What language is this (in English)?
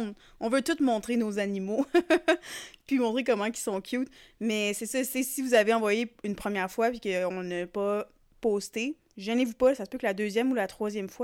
French